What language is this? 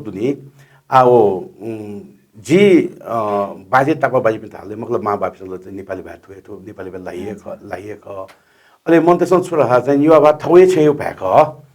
Newari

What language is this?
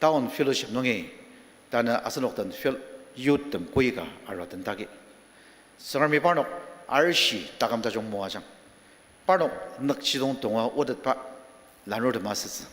Ao Naga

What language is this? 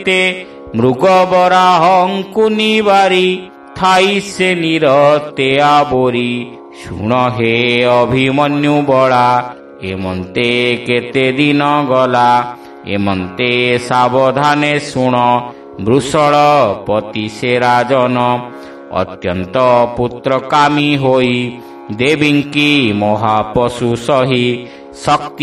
Odia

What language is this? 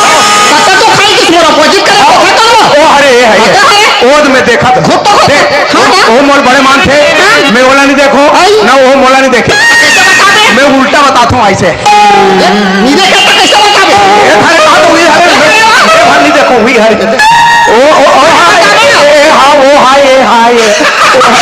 Chhattisgarhi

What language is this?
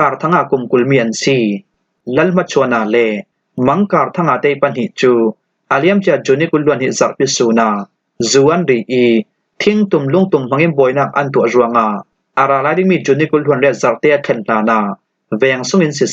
Falam Chin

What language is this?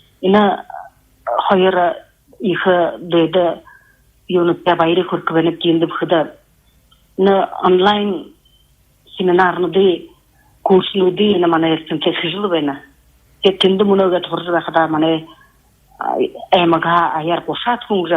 Buriat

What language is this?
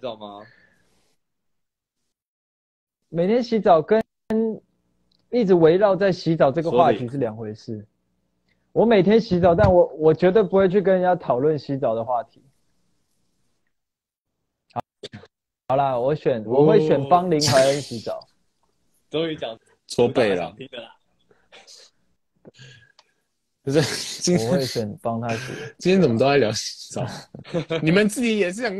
Chinese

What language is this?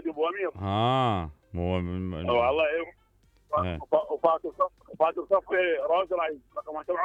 Mesopotamian Arabic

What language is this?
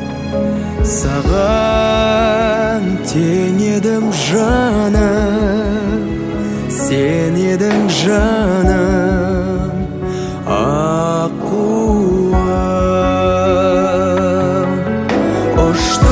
Kazakh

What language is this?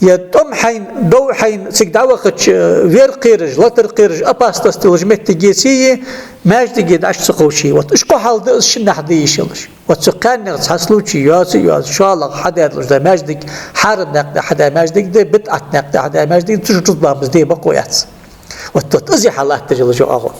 Ingush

